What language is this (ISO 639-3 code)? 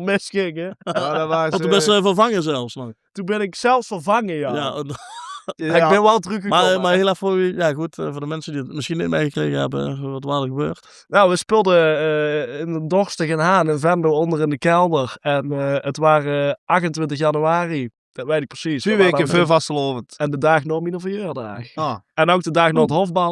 lim